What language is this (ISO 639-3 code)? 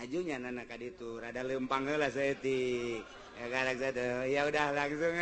sun